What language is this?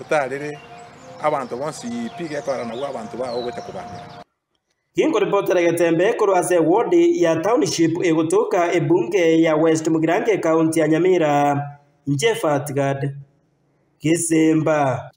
Gusii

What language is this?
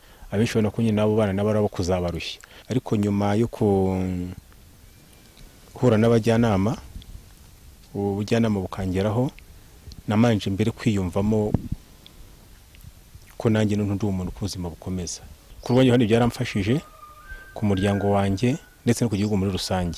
Kinyarwanda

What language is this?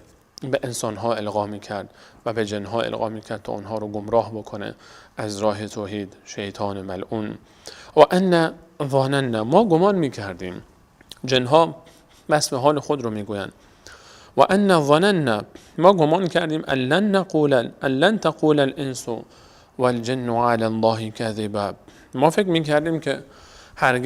Persian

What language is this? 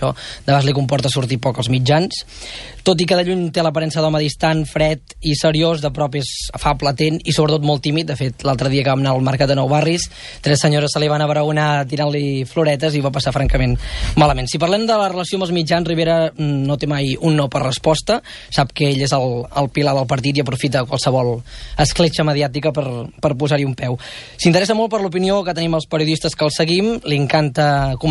Catalan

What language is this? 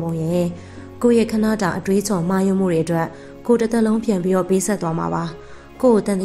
Burmese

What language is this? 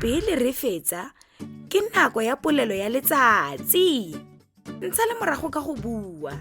Tswana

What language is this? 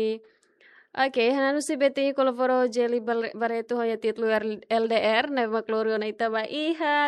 Tetum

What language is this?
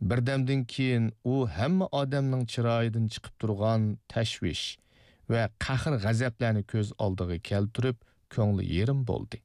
Uyghur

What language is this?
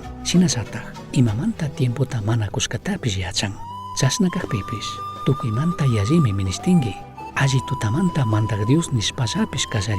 Chimborazo Highland Quichua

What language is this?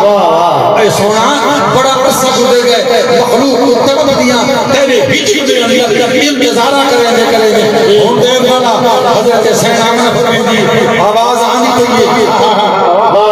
Saraiki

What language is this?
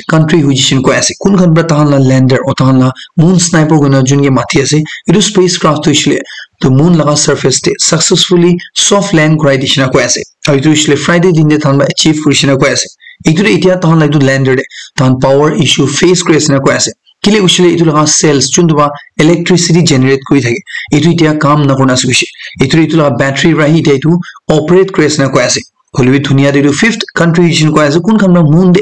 Naga Pidgin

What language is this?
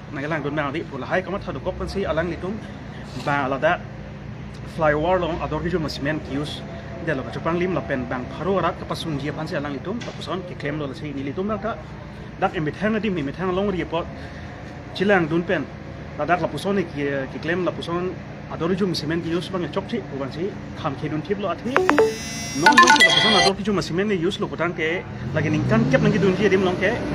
Karbi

